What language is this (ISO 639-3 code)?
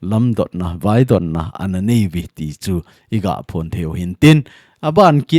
tcz